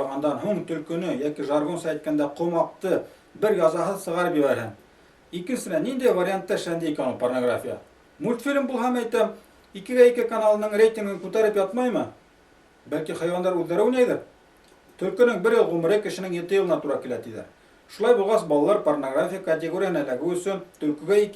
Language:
Bashkir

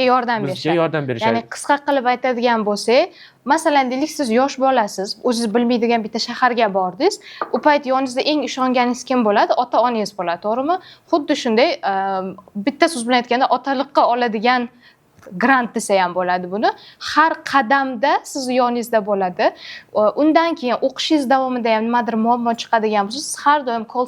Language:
Uzbek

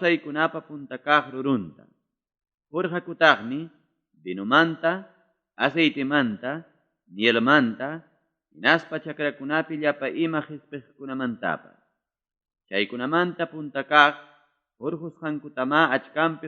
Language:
Ayacucho Quechua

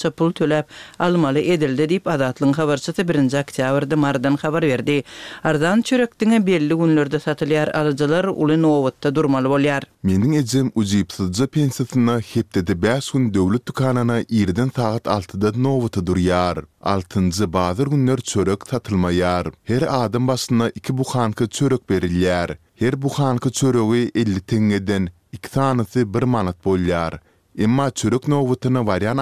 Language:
Turkmen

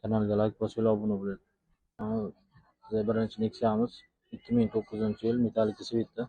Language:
Uzbek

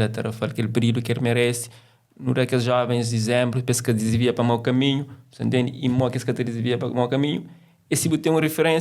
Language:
Kabuverdianu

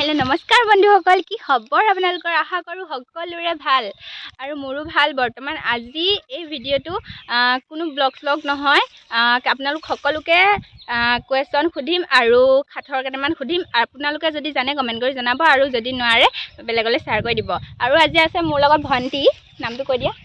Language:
Assamese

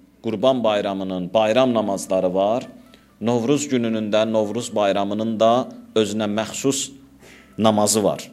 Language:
Azerbaijani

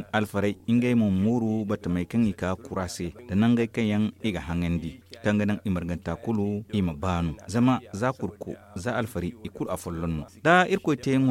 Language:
Zarma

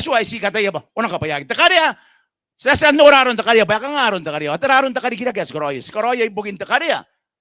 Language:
Gilbertese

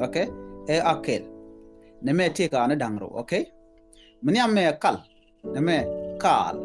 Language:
Nuer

